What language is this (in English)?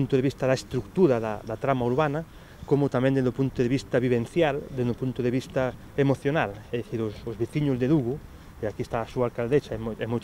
Galician